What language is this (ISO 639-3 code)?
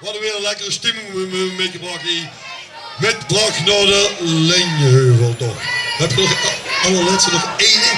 lim